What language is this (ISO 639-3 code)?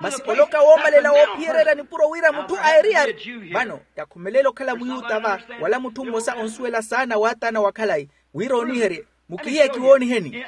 vmw